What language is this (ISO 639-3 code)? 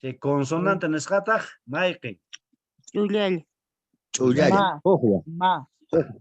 que